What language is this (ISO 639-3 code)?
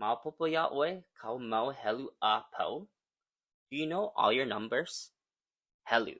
haw